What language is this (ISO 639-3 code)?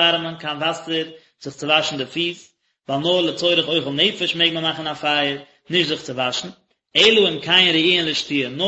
yid